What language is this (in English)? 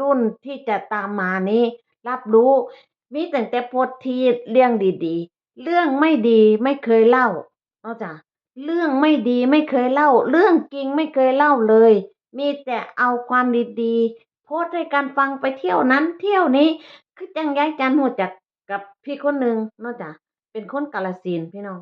Northeastern Thai